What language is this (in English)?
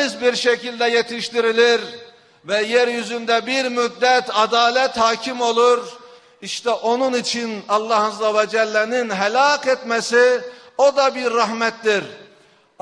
Turkish